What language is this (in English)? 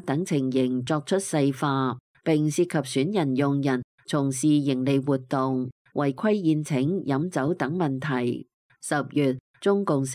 Cantonese